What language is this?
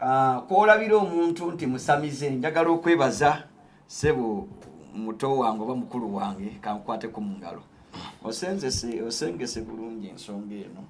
Ganda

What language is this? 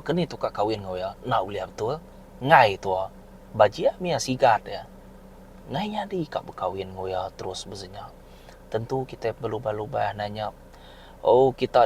Iban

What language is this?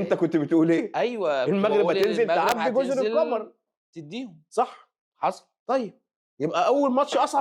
Egyptian Arabic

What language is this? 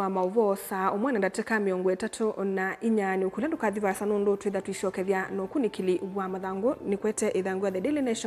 Kamba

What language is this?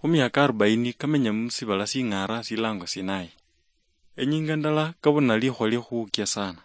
Luyia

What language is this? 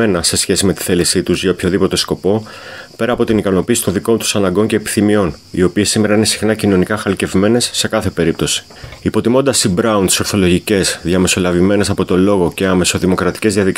Greek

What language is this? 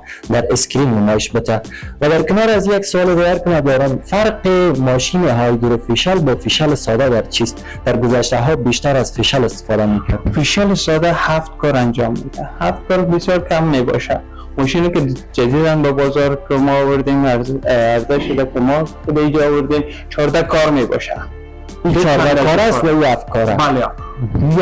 Persian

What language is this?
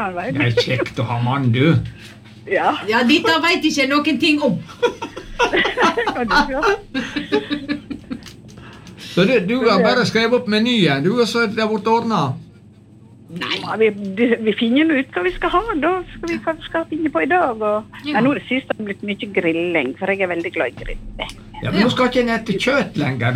Norwegian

